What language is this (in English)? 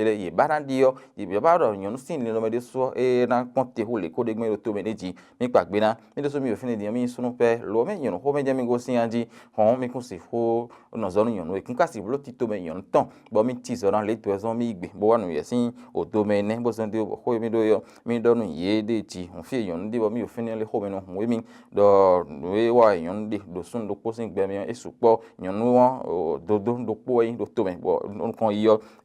Fon